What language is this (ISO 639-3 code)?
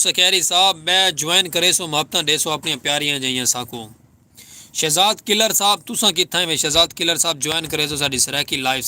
skr